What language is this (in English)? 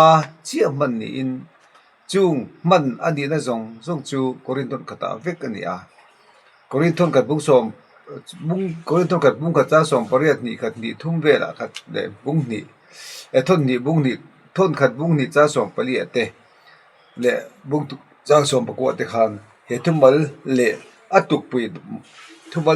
Mizo